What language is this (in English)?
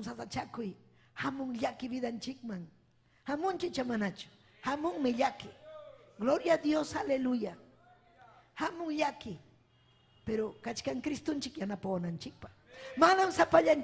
Ayacucho Quechua